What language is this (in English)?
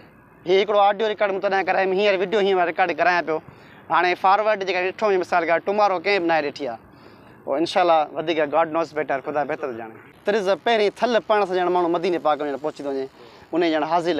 Sindhi